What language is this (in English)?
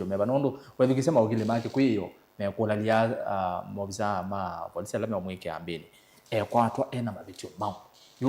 Kamba